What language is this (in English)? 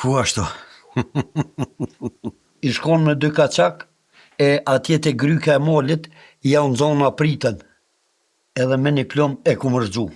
Albanian